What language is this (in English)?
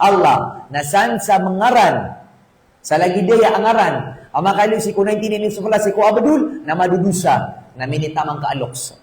Maranao